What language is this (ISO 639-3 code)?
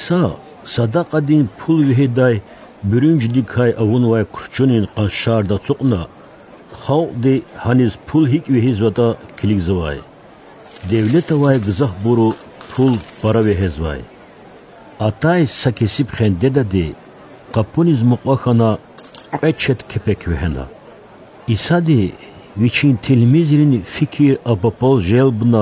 lez